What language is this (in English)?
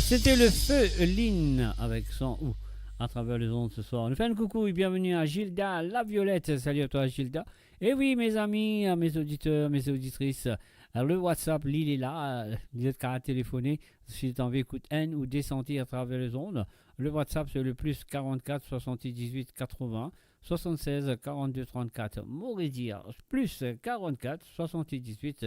Morisyen